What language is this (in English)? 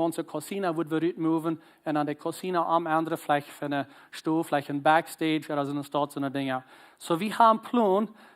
Plautdietsch